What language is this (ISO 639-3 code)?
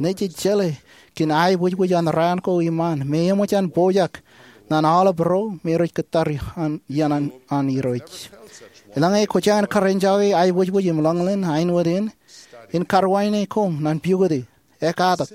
mah